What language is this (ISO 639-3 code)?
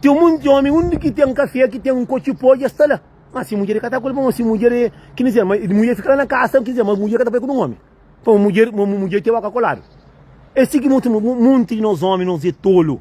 kea